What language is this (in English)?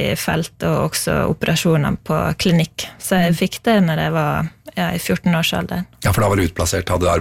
Norwegian